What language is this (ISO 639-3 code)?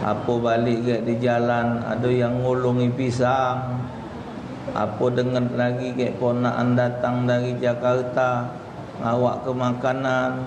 mui